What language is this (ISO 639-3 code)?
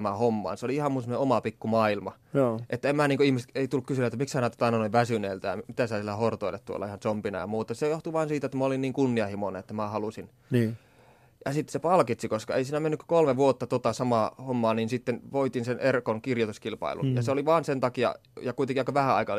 fin